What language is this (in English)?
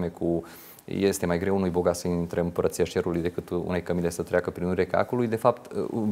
Romanian